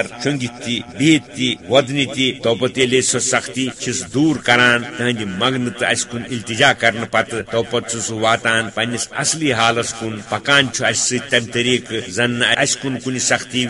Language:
Kashmiri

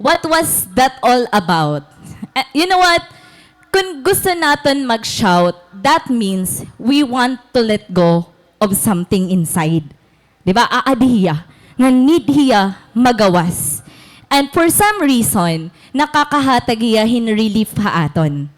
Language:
Waray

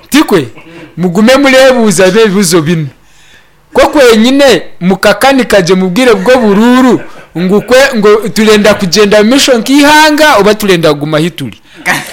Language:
Nyankole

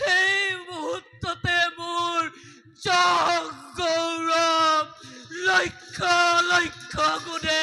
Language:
Assamese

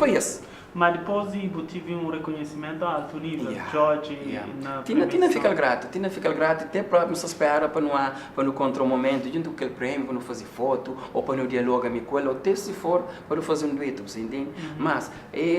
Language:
Kabuverdianu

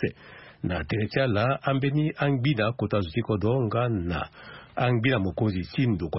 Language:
Sango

